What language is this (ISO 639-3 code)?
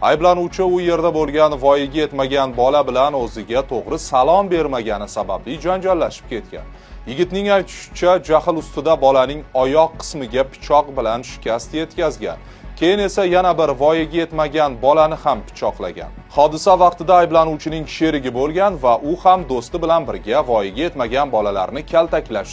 uzb